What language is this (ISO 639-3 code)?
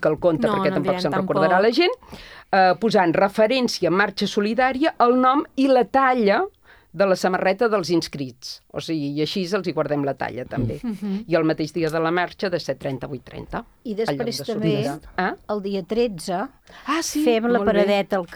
cat